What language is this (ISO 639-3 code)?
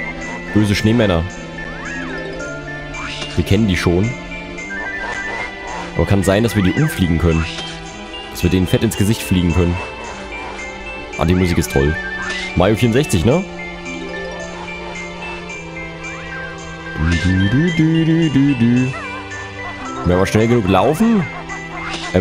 deu